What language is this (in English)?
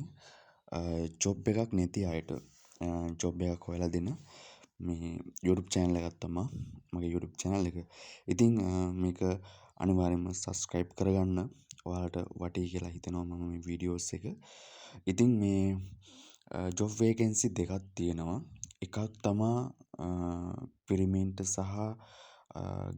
Sinhala